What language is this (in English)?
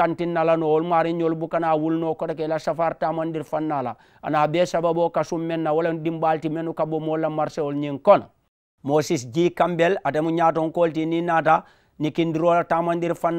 Mandingo